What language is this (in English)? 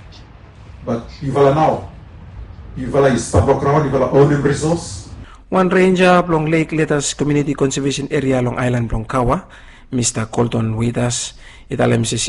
Bislama